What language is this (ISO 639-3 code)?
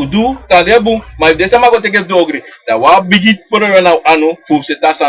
srn